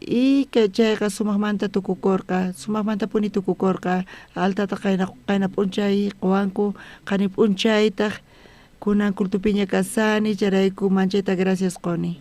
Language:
South Bolivian Quechua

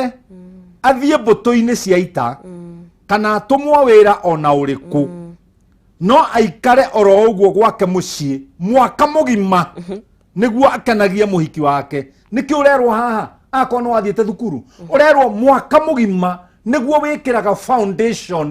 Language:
Kikuyu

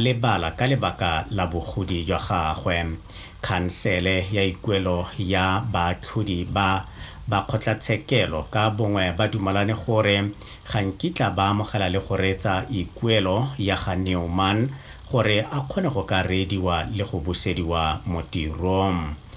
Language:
Tswana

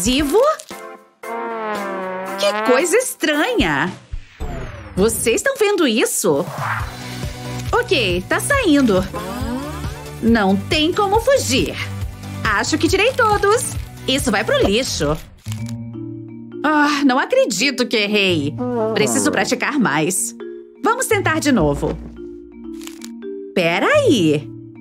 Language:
Portuguese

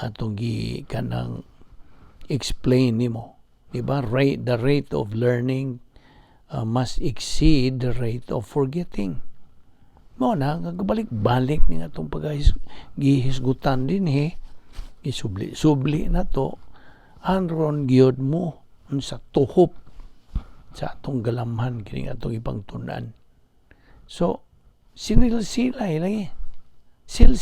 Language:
Cebuano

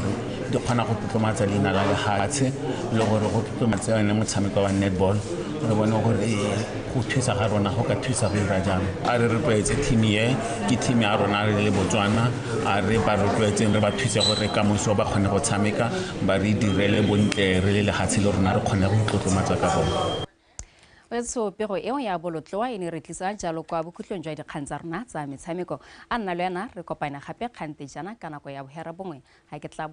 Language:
Tswana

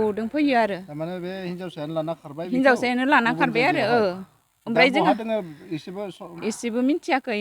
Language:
Bodo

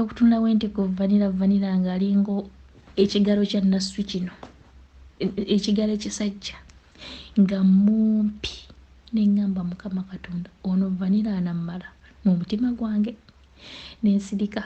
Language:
Ganda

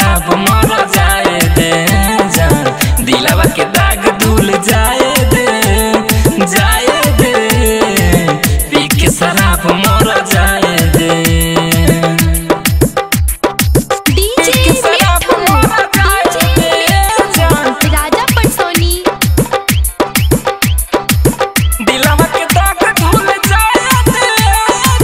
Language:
Bhojpuri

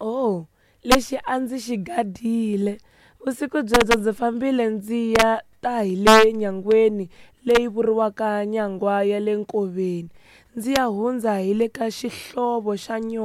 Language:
Tsonga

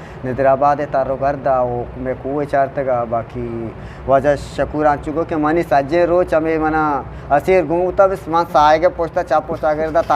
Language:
Eastern Balochi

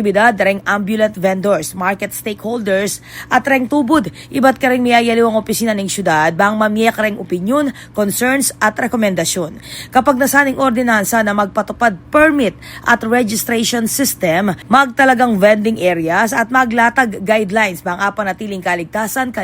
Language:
Pampanga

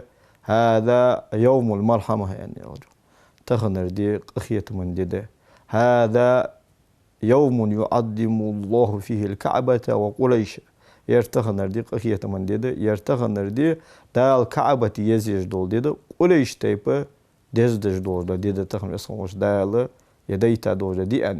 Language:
Ingush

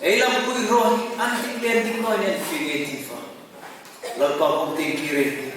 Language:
Hmar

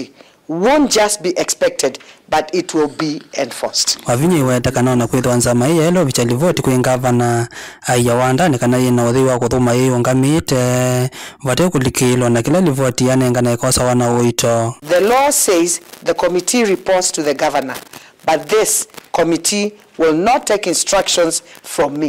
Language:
Kamba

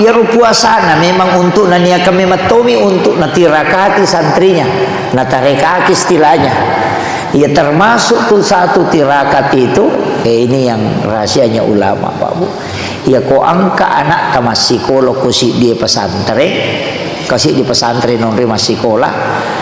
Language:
Buginese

